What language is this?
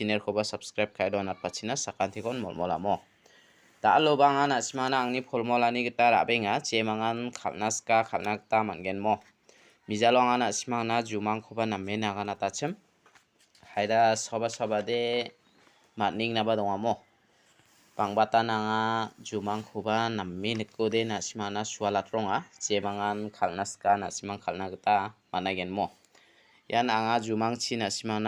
Garo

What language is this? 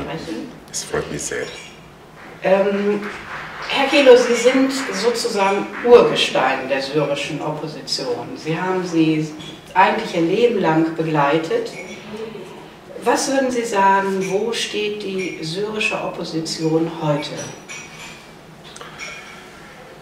German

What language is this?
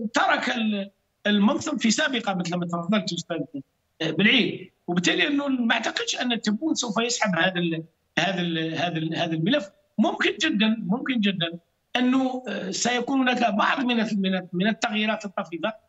Arabic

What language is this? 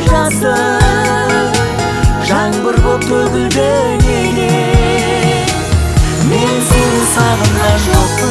Kazakh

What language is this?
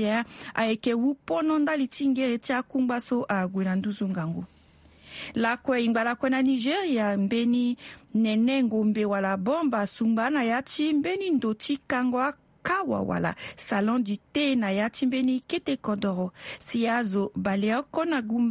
Sango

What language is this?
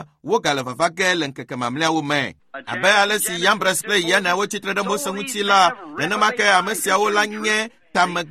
Ewe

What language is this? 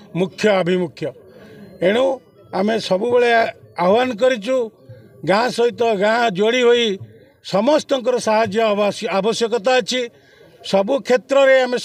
Odia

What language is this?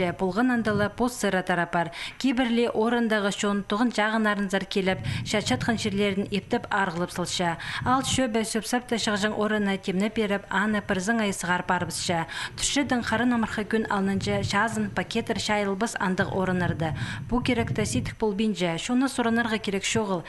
Khakas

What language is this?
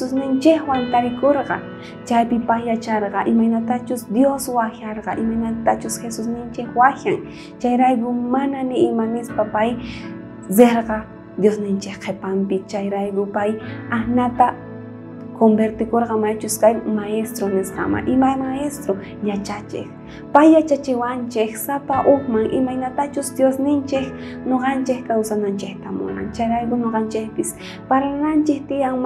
South Bolivian Quechua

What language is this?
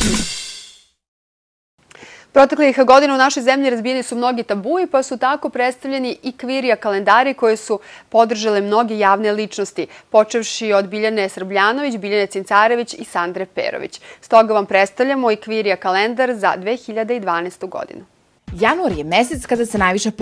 Serbian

